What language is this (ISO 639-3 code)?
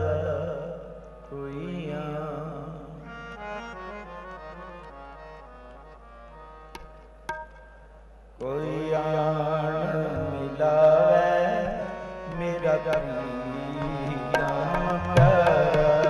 pan